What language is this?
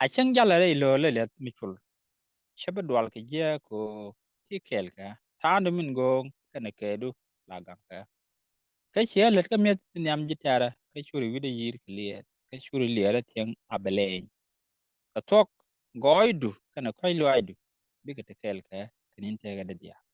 Nuer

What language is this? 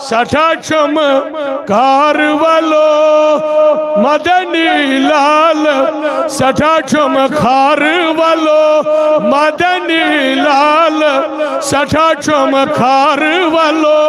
Kashmiri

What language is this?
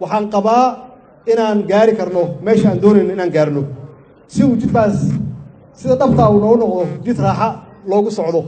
Somali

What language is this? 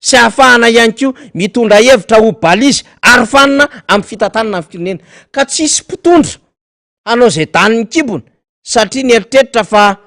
Malagasy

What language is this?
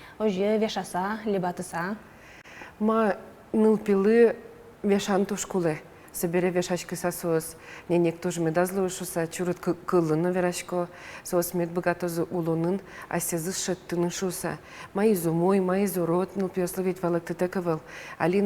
Udmurt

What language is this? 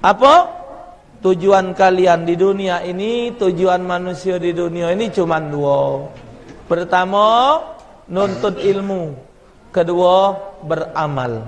Musi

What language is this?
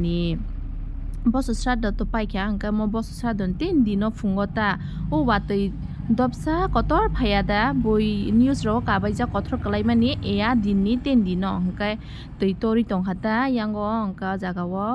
Kok Borok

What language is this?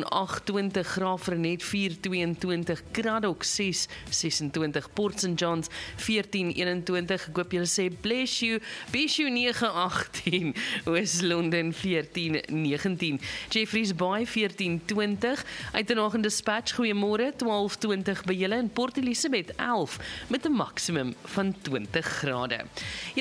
Afrikaans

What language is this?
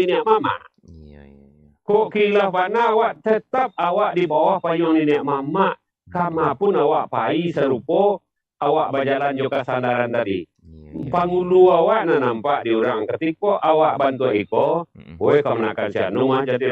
Minangkabau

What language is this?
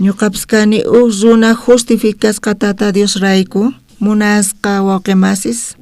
South Bolivian Quechua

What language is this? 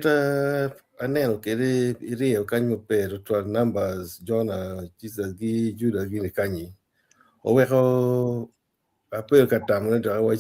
Acoli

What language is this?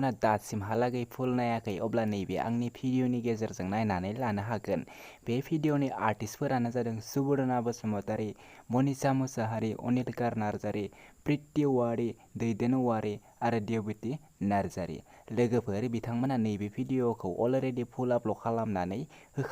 Bodo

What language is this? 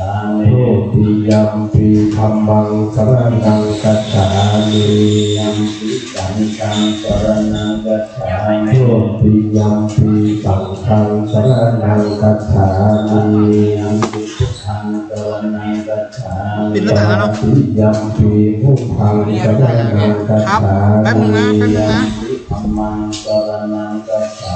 Pali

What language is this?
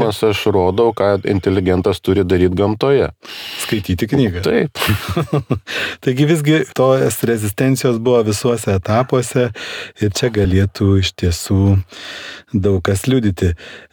Lithuanian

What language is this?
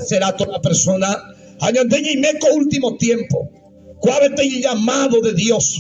Guarani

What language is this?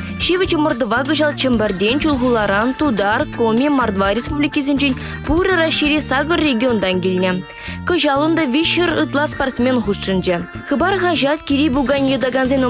Chuvash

